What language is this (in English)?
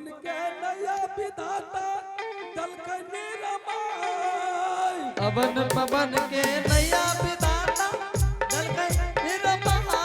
Angika